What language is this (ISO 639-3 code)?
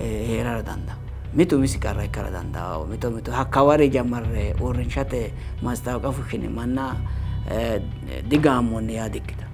sid